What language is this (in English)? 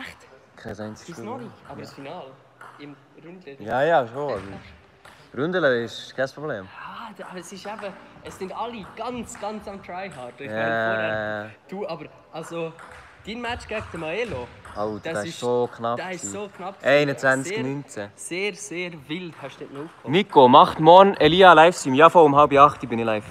Swiss German